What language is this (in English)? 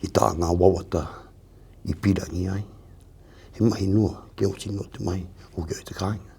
Māori